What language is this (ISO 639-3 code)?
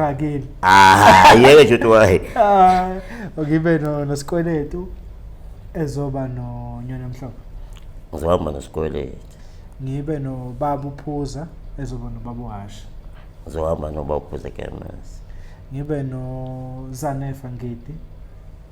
zul